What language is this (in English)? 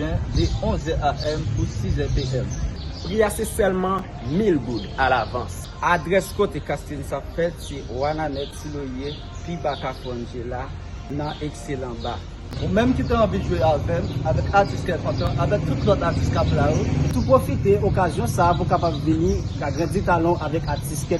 Haitian Creole